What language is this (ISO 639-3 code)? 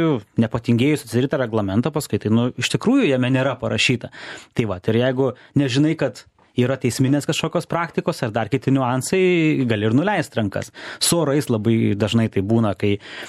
lit